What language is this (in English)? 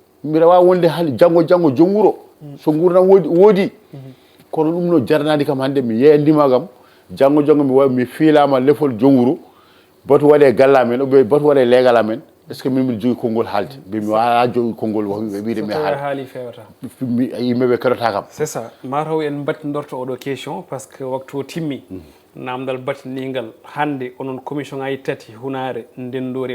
Fula